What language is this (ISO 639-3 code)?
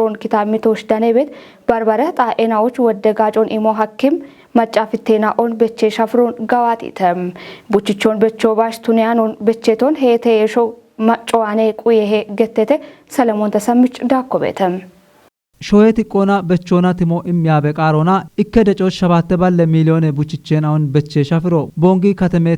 kbr